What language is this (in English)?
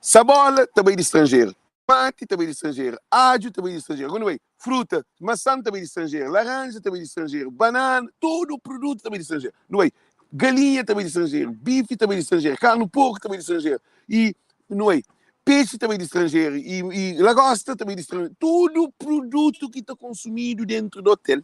Kabuverdianu